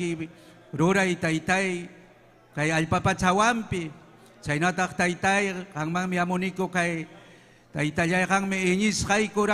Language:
Ayacucho Quechua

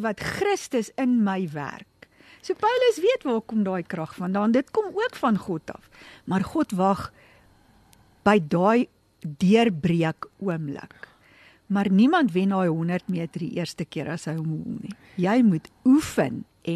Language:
Afrikaans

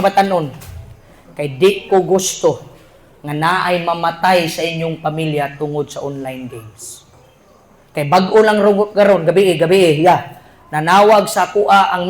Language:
Cebuano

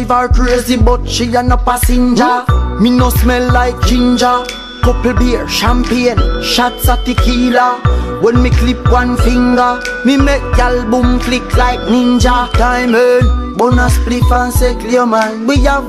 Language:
Jamaican Creole English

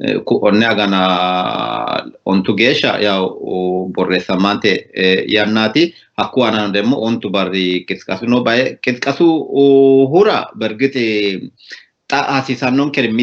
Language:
Sidamo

